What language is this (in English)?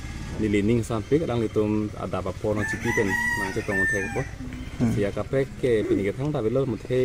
Karbi